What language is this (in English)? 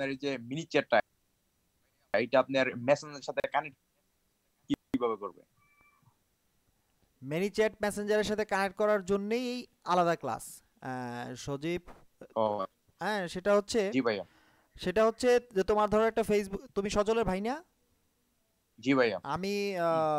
Bangla